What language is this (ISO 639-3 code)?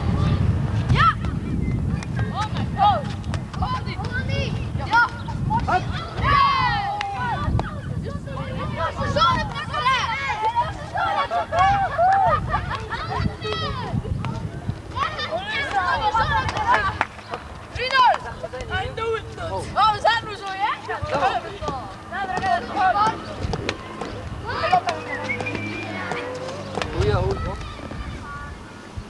nld